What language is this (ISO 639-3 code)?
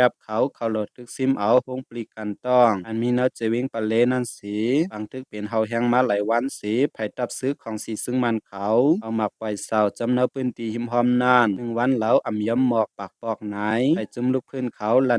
shn